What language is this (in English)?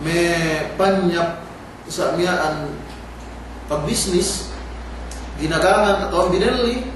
Yakan